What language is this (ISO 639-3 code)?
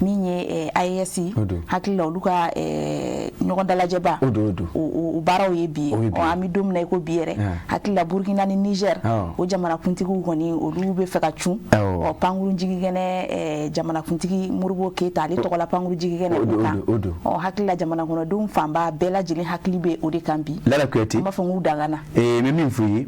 bam